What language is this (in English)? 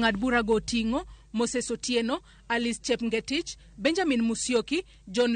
Luo (Kenya and Tanzania)